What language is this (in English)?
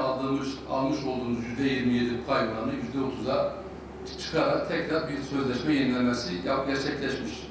Turkish